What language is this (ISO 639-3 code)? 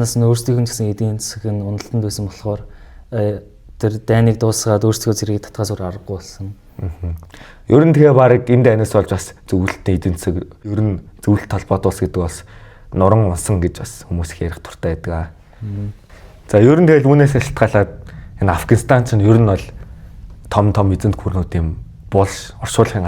mon